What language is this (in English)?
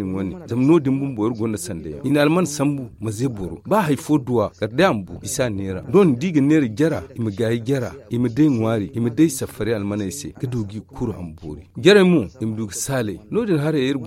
Zarma